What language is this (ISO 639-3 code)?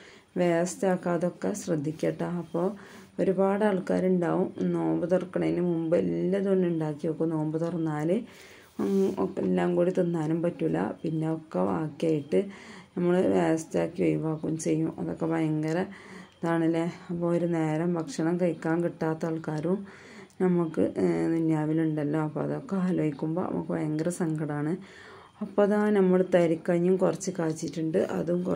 mal